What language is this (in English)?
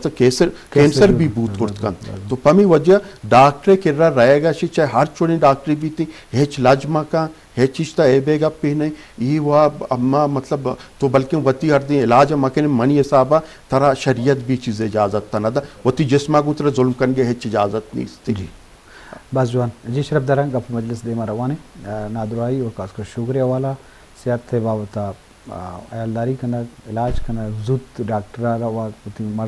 Eastern Balochi